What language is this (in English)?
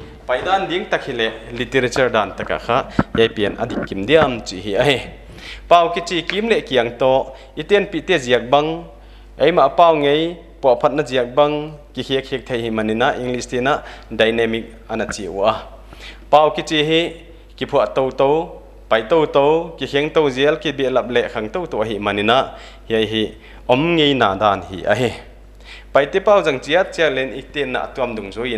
Paite Chin